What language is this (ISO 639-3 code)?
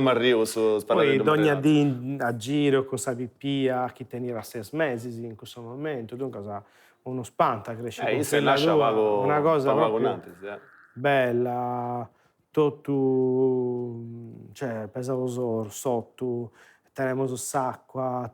srd